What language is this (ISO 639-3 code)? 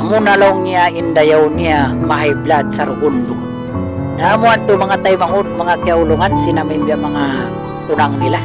tsg